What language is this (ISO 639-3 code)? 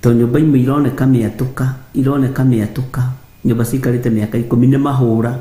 kik